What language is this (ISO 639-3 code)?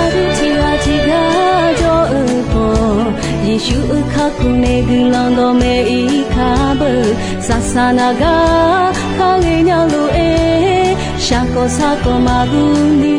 ahk